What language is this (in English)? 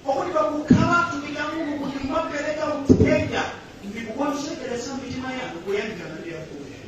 Nyanja